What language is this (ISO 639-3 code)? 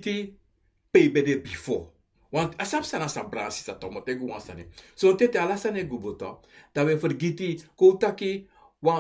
srn